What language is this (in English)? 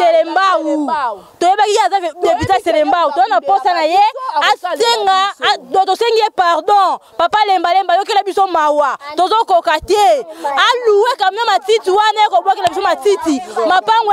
Lingala